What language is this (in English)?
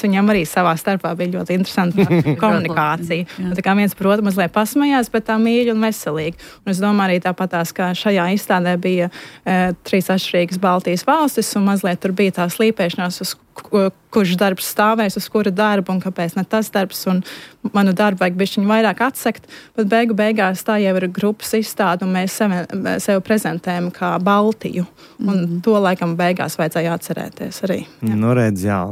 Latvian